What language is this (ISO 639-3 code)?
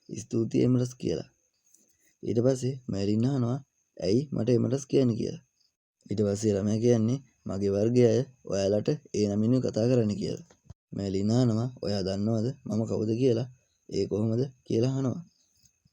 sin